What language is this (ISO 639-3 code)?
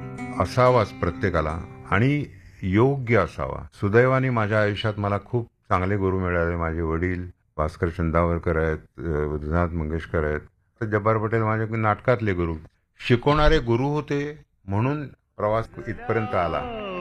mar